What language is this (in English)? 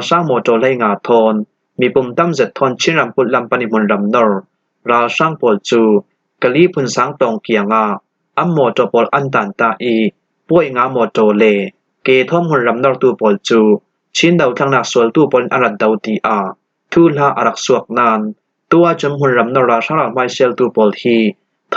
Falam Chin